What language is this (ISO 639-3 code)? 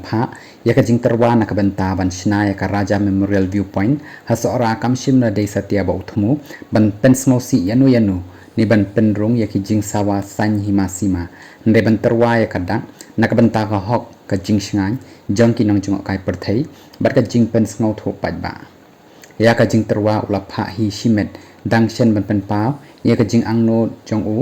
kha